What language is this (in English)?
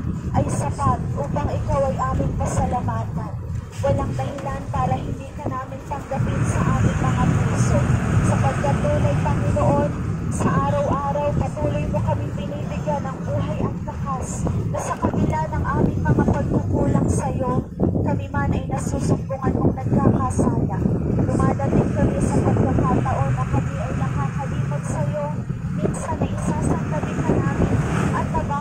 Filipino